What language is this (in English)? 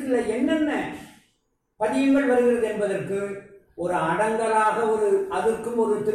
Tamil